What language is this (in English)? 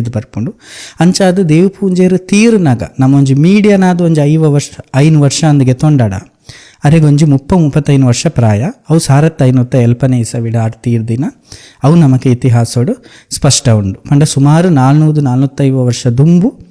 Tulu